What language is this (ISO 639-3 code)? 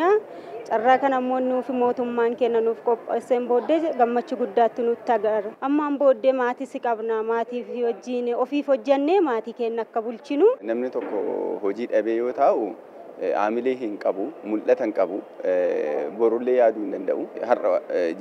orm